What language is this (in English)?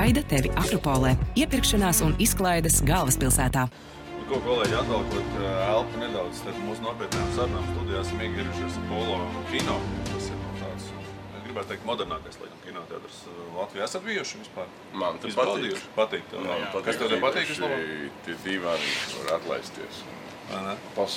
Latvian